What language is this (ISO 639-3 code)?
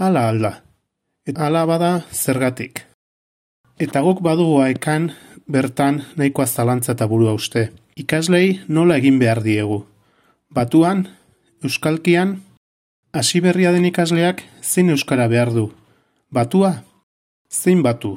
eus